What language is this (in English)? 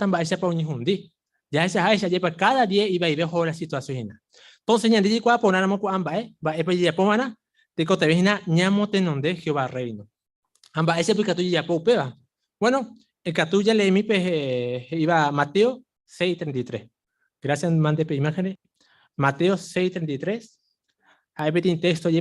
Guarani